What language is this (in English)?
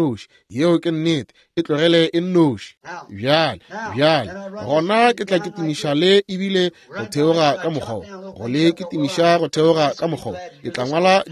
Northern Sotho